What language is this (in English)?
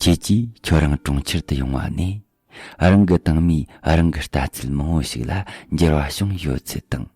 Tibetan